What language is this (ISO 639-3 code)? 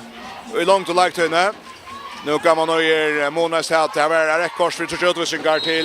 fao